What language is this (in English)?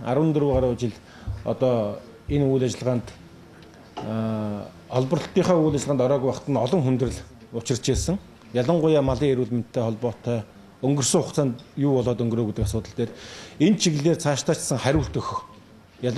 Mongolian